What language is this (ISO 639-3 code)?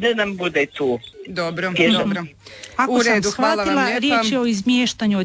hrv